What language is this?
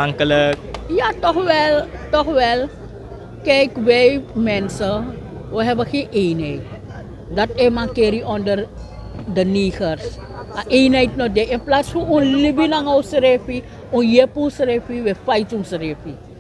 Sranan Tongo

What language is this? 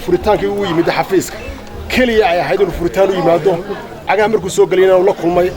Somali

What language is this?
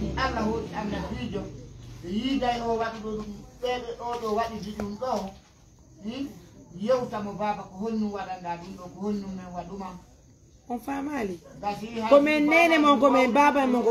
Pular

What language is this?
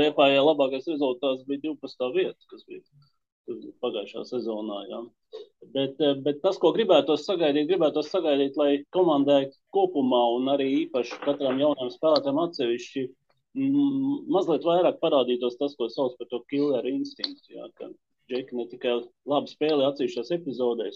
Latvian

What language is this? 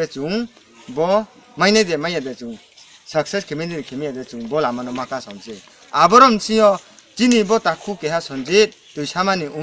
Riang (India)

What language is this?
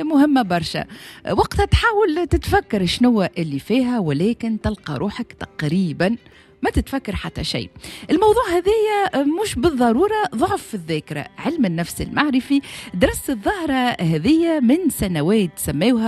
Tunisian Arabic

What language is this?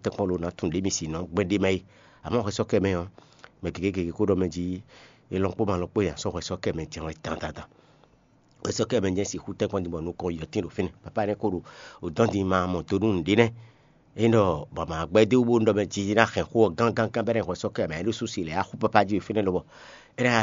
Fon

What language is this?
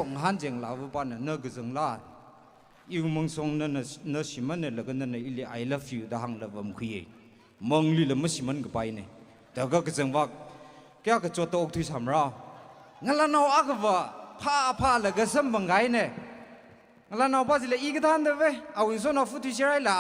Tangkhul Naga (India)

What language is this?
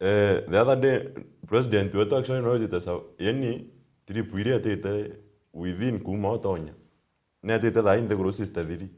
Meru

